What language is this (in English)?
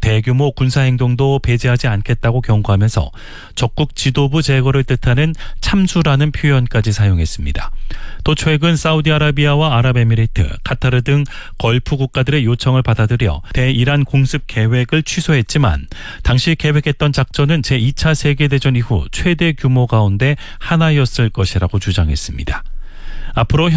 Korean